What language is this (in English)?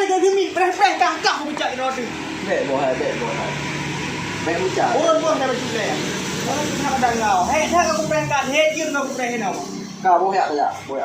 Achinese